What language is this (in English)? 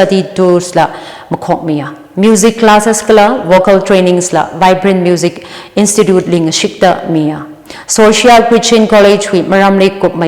Tangkhul Naga (India)